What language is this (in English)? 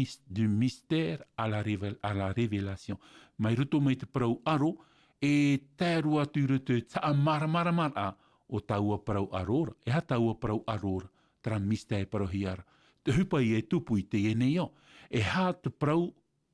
Tahitian